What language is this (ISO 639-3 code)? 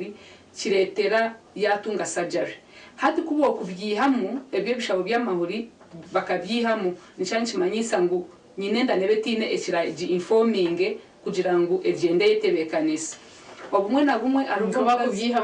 nyn